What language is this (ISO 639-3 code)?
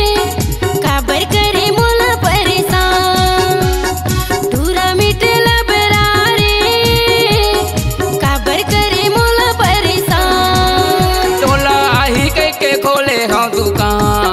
hne